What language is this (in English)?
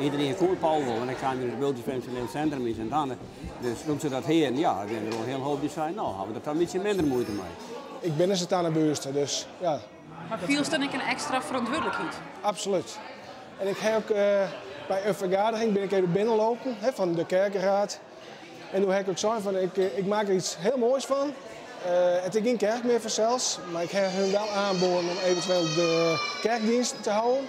Western Frisian